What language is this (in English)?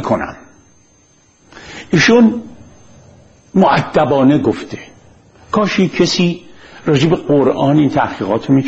Persian